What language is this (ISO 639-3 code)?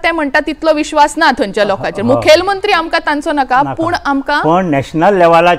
kok